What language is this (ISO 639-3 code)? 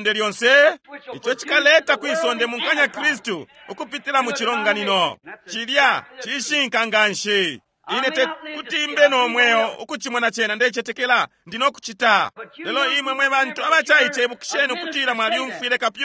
bem